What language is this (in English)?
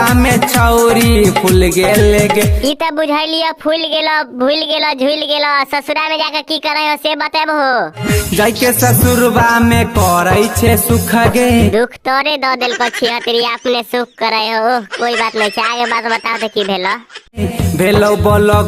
Maithili